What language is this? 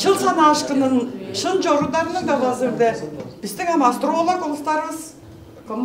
Tuvinian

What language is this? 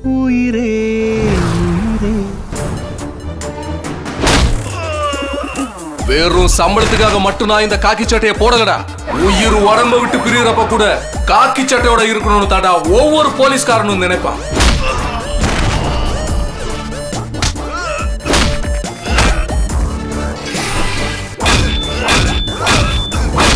Tamil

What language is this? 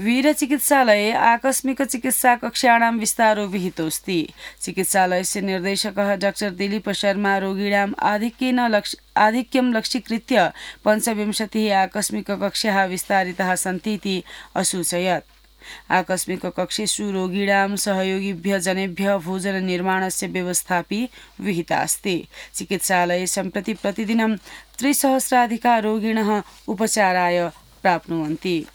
Sanskrit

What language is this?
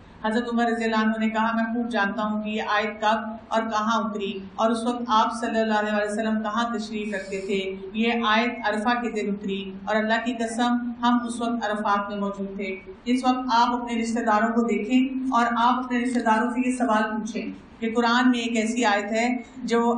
Urdu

